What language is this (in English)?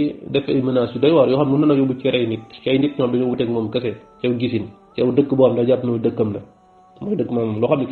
Wolof